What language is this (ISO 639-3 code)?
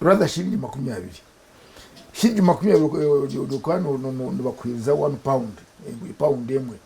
nyn